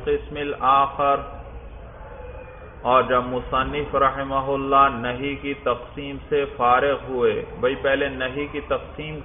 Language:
Urdu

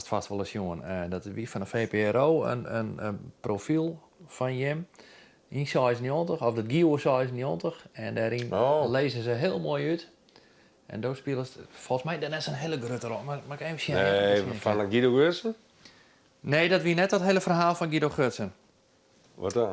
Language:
Western Frisian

